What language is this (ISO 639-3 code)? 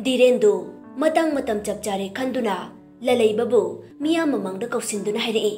mni